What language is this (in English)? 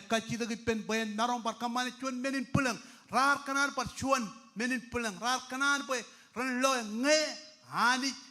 Marshallese